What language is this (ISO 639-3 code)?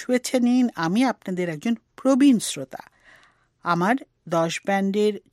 ben